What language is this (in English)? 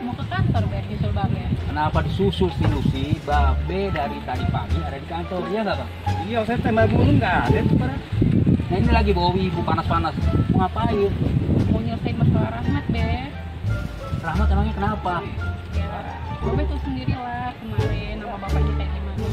Betawi